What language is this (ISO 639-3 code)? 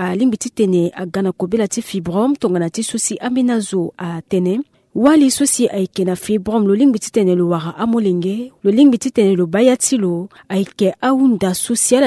sag